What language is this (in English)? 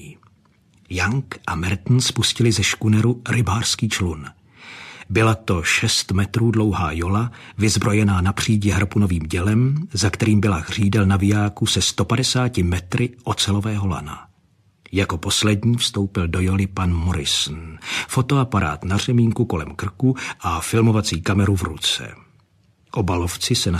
Czech